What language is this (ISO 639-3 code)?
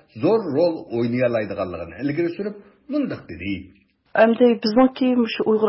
uig